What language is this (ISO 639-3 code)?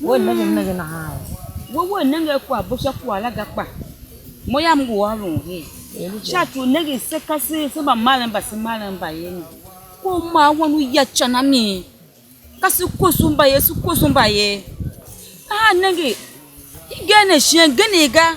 tiv